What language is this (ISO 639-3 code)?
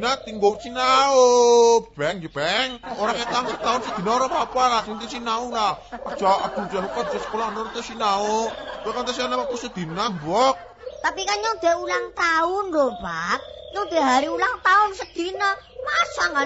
jav